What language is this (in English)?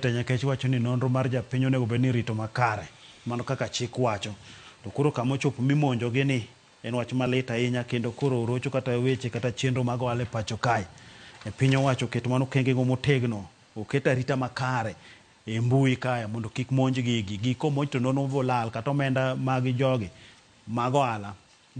Luo (Kenya and Tanzania)